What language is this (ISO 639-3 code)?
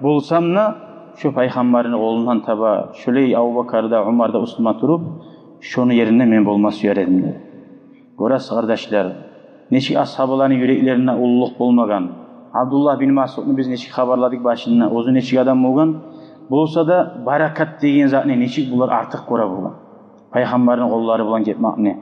kum